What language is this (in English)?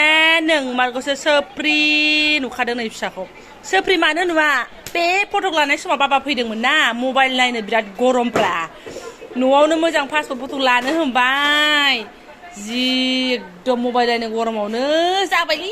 Bodo